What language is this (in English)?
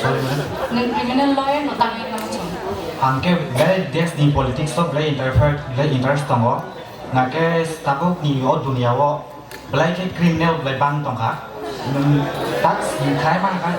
Kok Borok